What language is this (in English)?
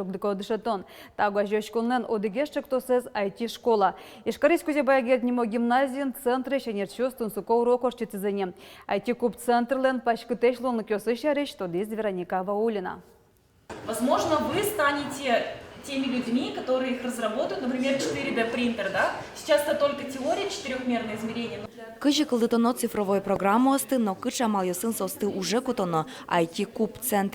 Udmurt